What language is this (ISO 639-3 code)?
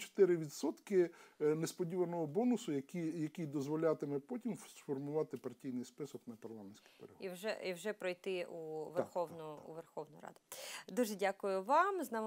ukr